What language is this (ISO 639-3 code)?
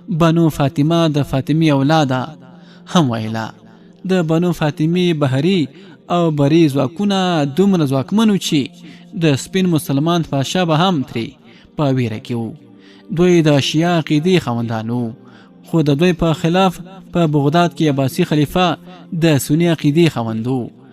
pus